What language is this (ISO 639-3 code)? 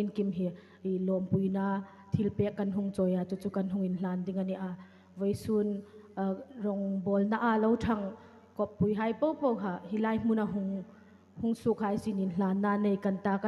hmr